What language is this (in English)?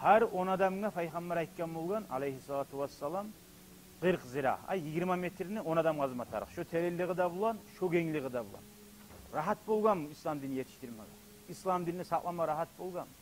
Kumyk